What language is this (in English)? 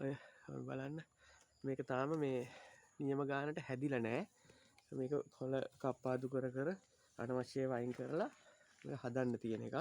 Sinhala